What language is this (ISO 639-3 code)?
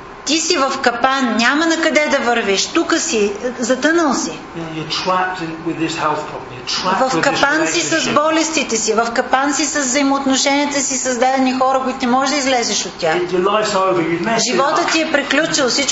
bul